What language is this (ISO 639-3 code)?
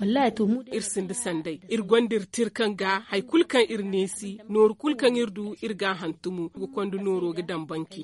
dje